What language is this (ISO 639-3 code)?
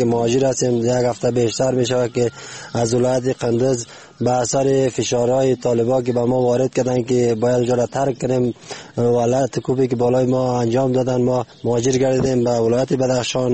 fas